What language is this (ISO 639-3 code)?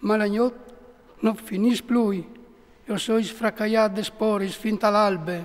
fur